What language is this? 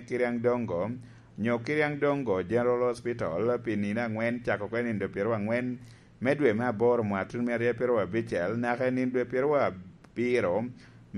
Lango (Uganda)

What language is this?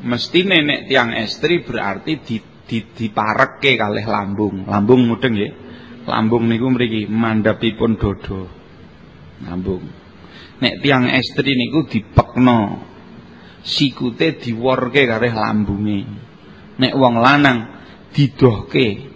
Javanese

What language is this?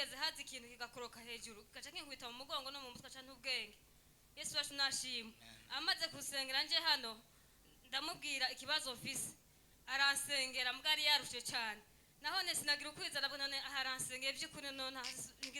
Rundi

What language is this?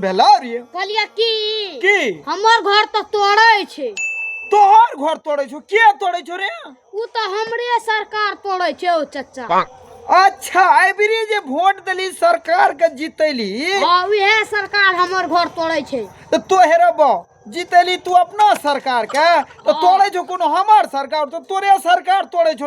Maithili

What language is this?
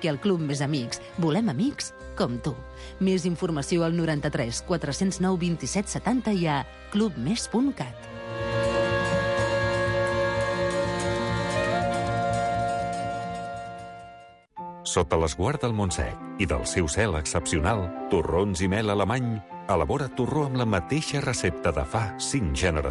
Catalan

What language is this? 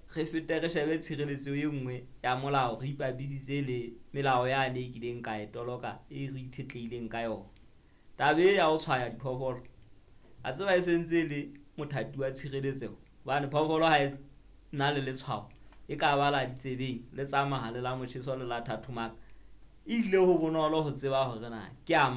Southern Sotho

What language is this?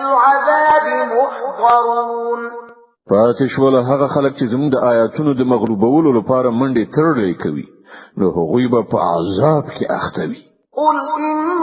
Pashto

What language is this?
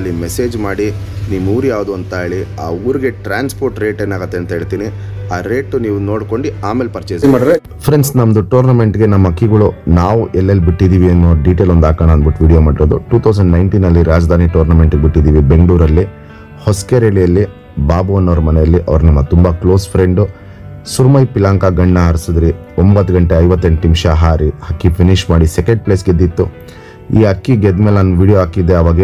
Kannada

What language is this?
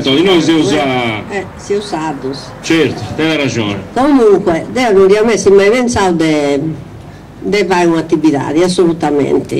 Sardinian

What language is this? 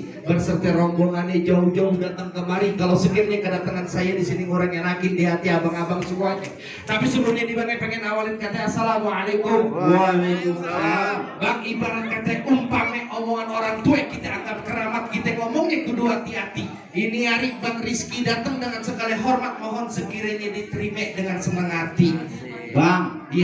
Betawi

